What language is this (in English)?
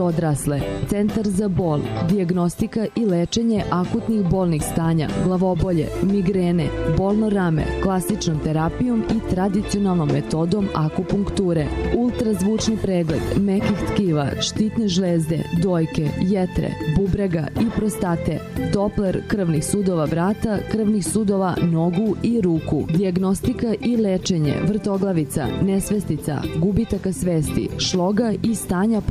Serbian